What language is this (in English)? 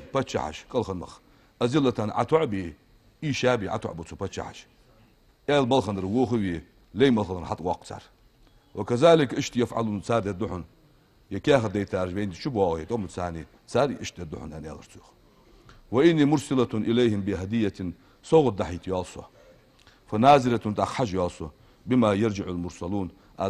Ingush